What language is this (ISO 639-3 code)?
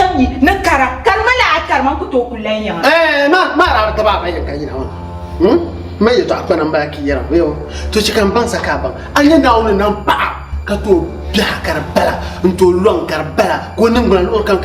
dag